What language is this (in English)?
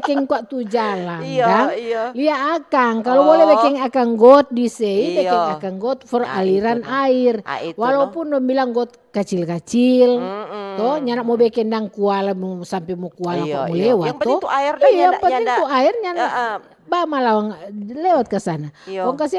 Manado Malay